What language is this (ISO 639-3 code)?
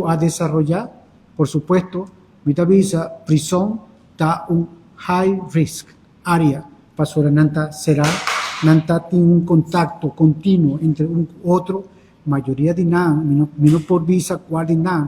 pap